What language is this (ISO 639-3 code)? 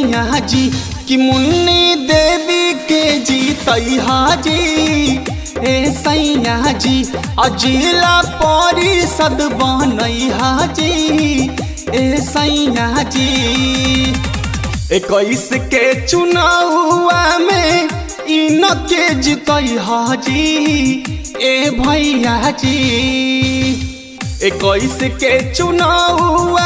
bho